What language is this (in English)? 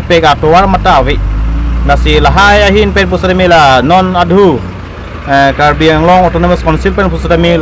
Karbi